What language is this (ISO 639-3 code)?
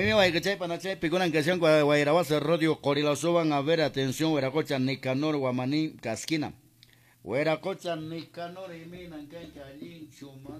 que